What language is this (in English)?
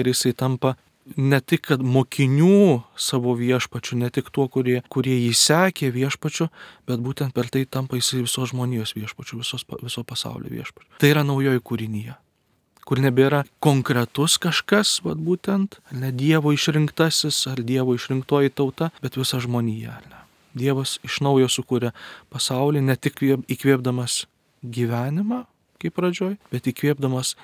Lithuanian